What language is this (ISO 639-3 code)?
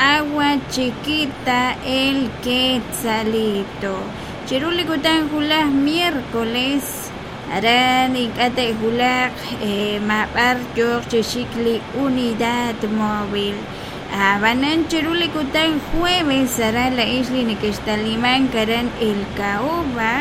kek